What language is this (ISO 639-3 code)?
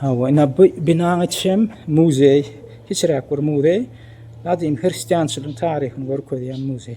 tuk